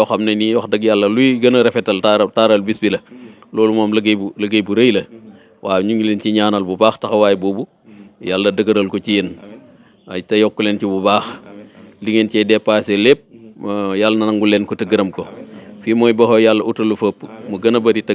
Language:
Wolof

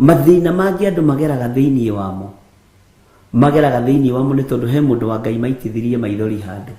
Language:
Kikuyu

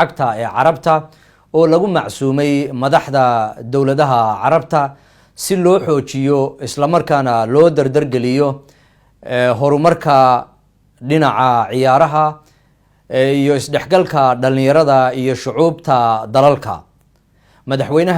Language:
Somali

